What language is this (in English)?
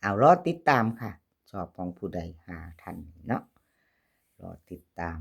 Northeastern Thai